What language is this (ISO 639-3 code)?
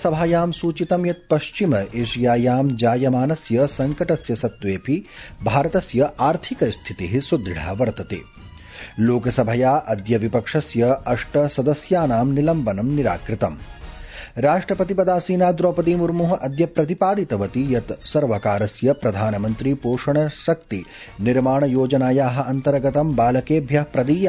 san